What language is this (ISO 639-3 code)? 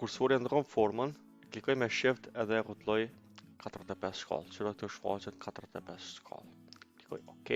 sqi